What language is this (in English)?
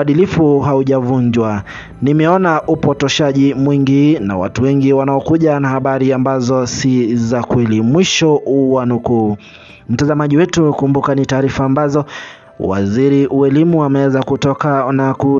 Swahili